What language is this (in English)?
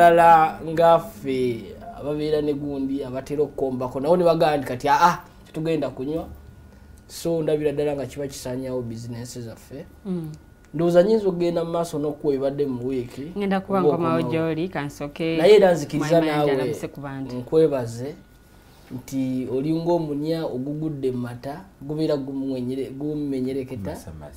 Ganda